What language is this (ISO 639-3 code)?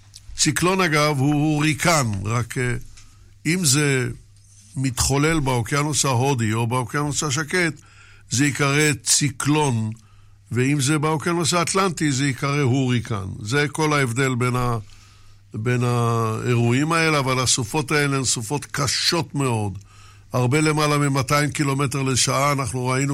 heb